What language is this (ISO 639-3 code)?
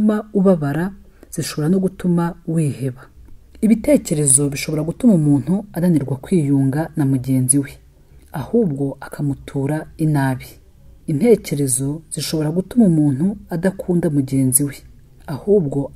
kin